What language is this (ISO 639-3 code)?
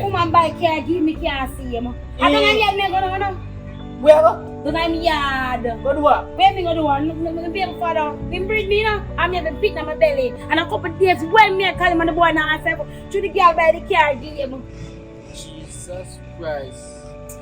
jam